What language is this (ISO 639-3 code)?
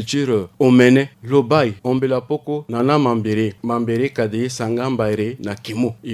sag